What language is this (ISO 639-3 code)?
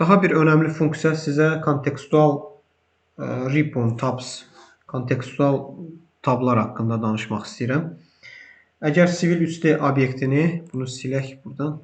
aze